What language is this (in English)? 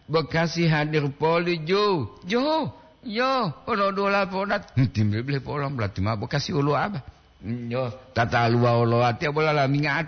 Gorontalo